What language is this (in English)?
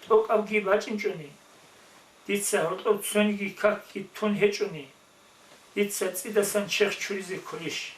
Avaric